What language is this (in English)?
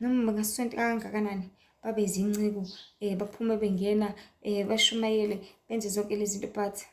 Zulu